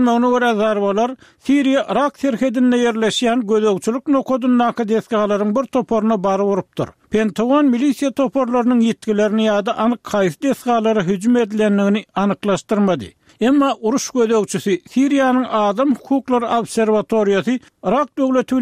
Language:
Turkmen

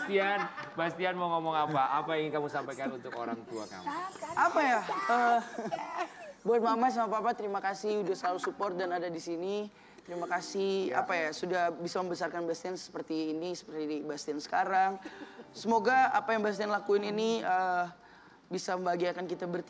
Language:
Indonesian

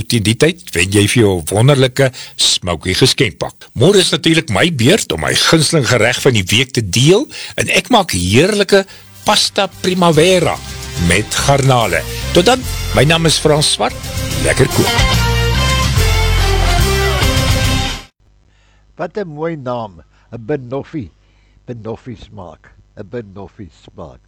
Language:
Afrikaans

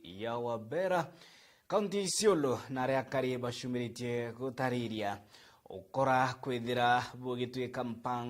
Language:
Meru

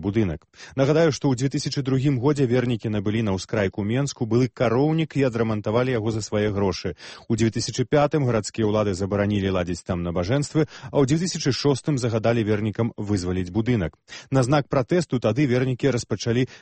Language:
Belarusian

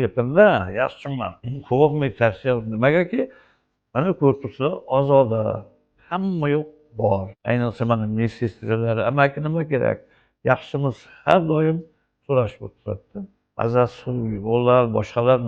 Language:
Uzbek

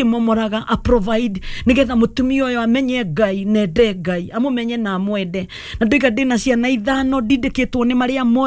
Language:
Kikuyu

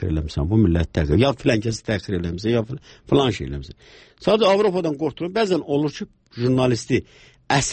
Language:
Azerbaijani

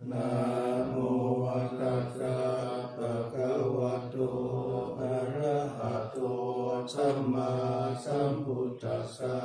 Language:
Pali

